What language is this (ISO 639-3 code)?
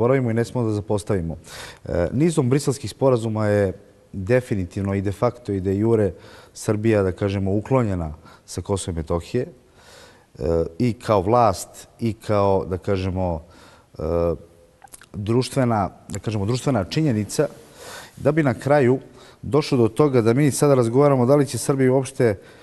srp